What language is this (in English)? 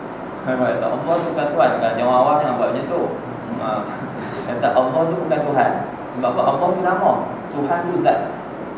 Malay